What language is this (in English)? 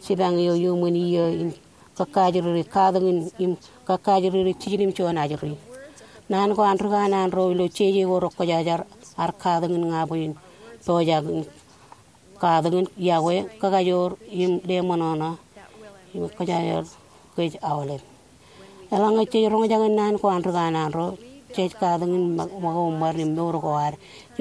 Marshallese